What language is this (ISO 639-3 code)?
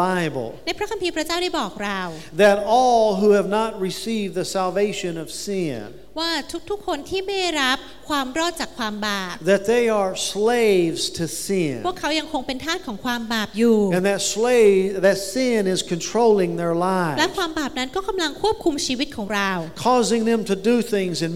tha